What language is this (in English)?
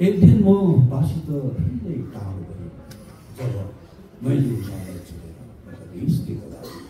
Nepali